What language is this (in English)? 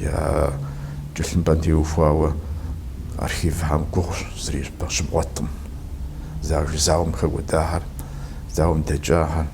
Kabardian